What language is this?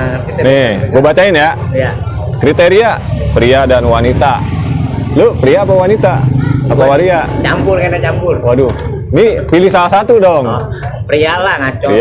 Betawi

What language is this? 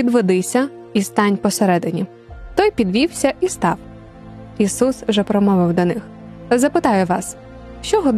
Ukrainian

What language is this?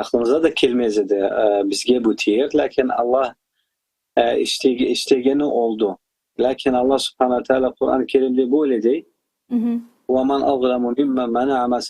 Crimean Tatar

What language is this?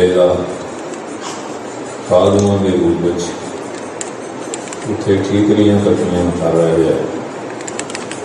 Punjabi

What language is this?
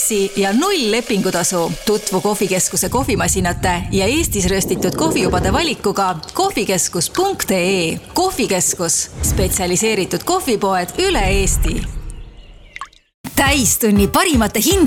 Estonian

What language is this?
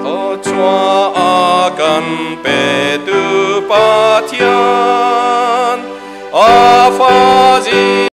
Hakha Chin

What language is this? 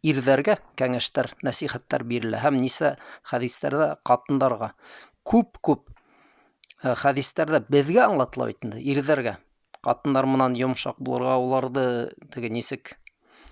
Bashkir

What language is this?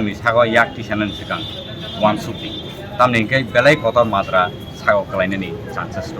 Kok Borok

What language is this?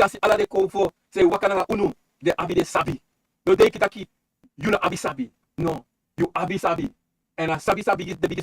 Sranan Tongo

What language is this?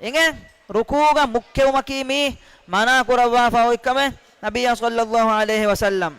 Divehi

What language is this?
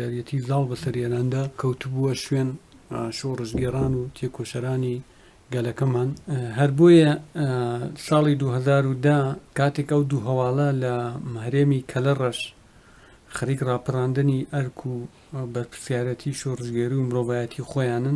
Central Kurdish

